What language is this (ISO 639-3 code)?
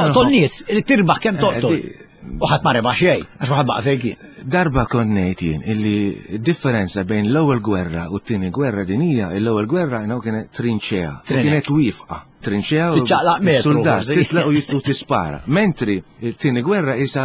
mlt